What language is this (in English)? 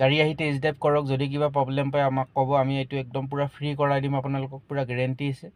Assamese